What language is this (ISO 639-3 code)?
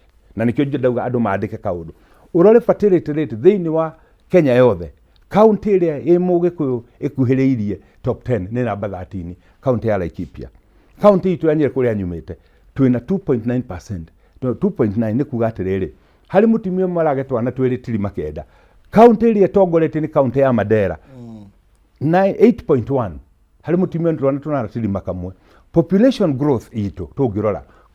kik